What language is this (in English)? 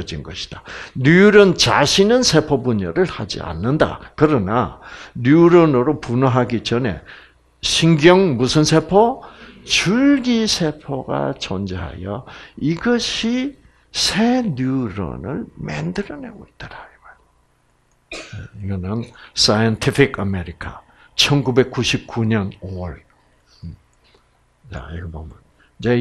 Korean